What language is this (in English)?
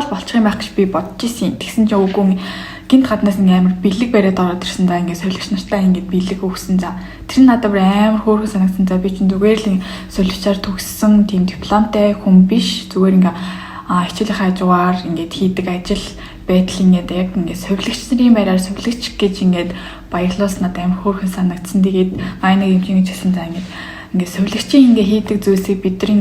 Mongolian